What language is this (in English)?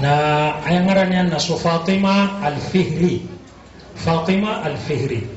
Maranao